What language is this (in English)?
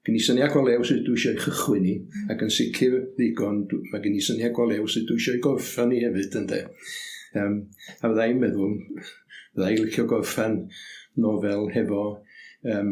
Welsh